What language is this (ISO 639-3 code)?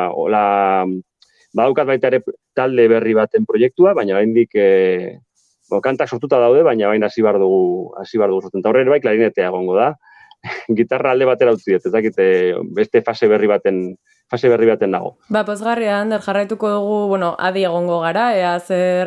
eus